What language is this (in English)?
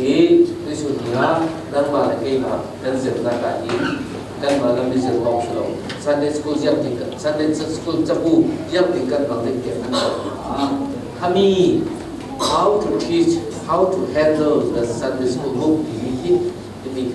Falam Chin